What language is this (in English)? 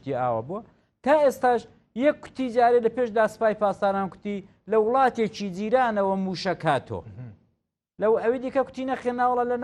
Central Kurdish